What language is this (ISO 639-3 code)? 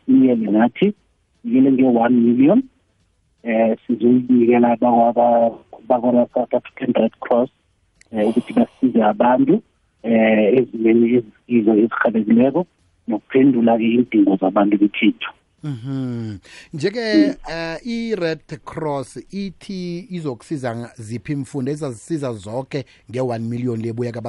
nbl